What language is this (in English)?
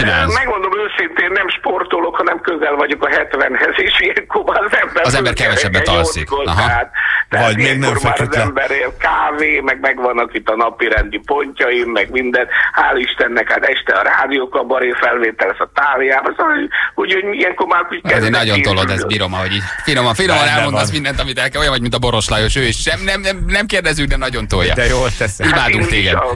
Hungarian